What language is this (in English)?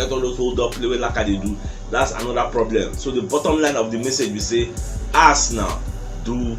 Nigerian Pidgin